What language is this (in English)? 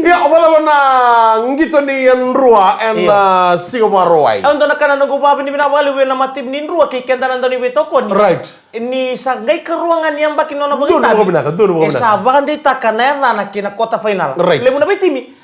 Fijian